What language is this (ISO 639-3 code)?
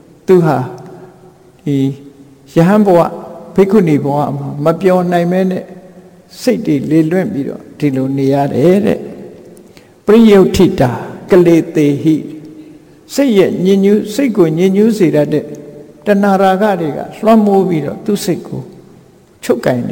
mya